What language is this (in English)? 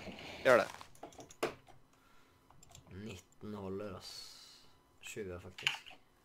Norwegian